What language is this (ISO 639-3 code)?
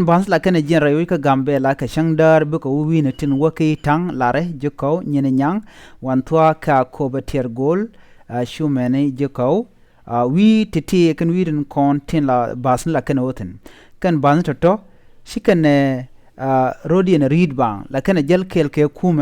nus